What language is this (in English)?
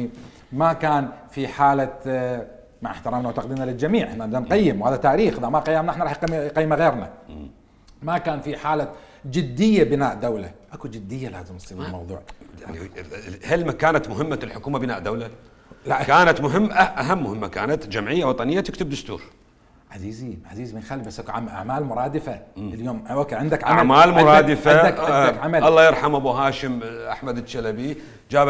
Mesopotamian Arabic